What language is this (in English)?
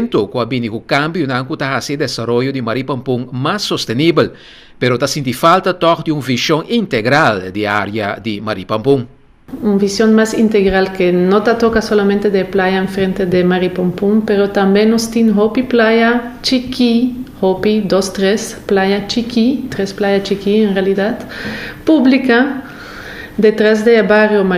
Papiamento